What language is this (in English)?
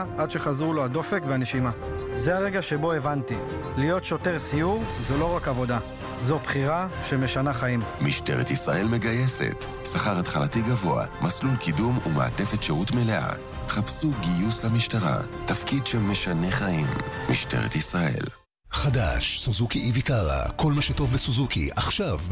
Hebrew